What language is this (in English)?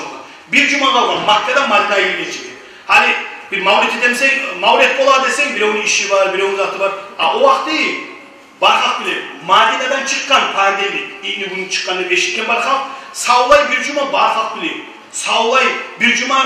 Kumyk